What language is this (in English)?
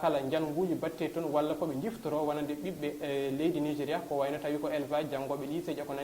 Fula